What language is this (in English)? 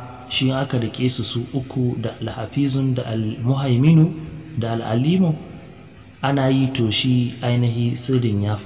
Hausa